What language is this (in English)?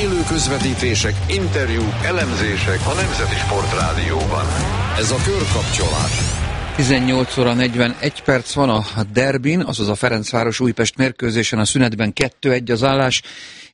Hungarian